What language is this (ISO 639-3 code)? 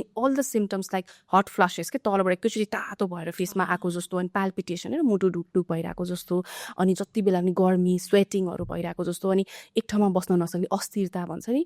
nep